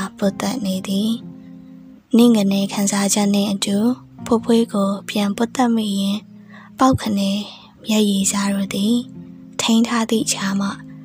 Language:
Burmese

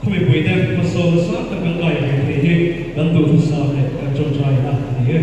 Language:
Mizo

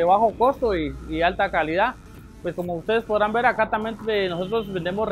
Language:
Spanish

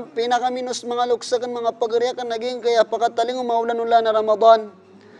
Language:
Maranao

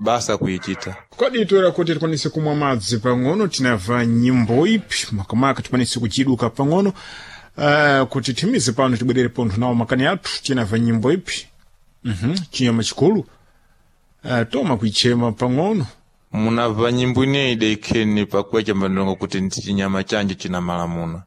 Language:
Sena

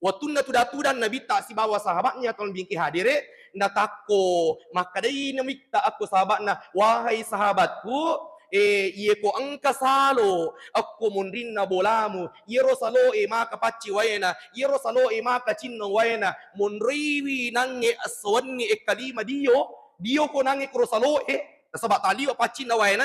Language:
Buginese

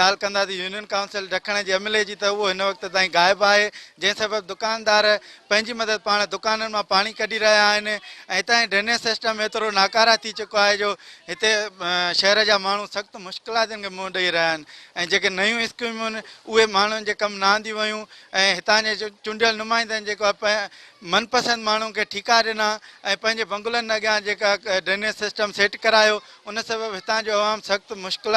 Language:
Sindhi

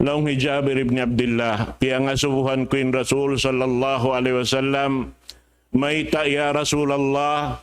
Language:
Tausug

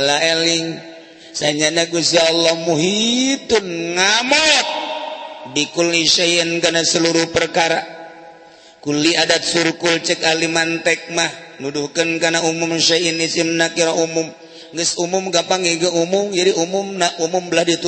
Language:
Sundanese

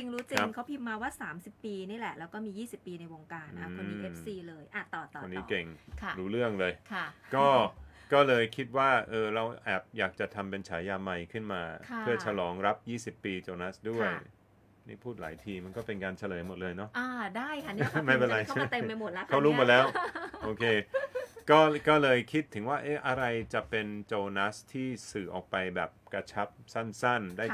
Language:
Thai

